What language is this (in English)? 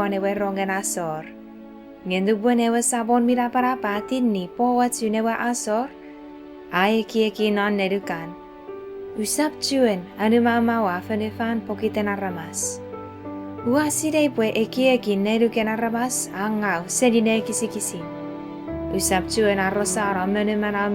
Chuukese